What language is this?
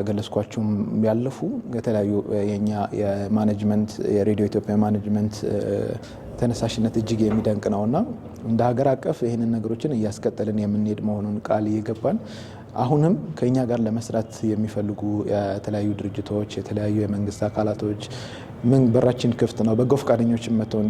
Amharic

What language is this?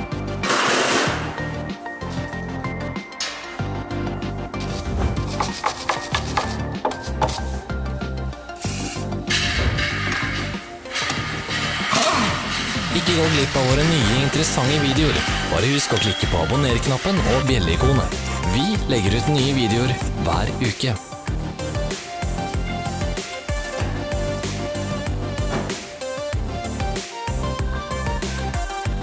Norwegian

